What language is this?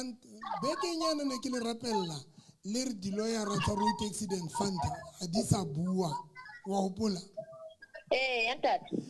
Southern Sotho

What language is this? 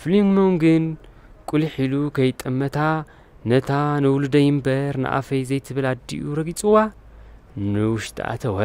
Tigrinya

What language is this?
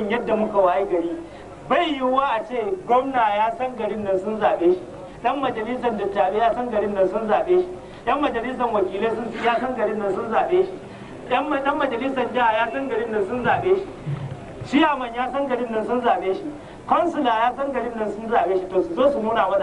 Hausa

